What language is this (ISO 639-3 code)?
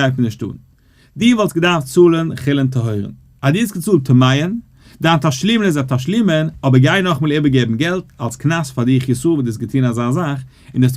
yid